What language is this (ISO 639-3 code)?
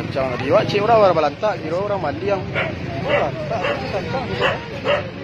min